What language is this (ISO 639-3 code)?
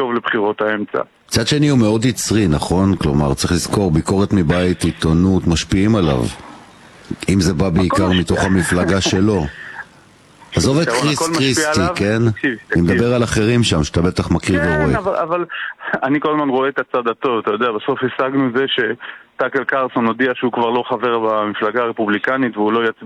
heb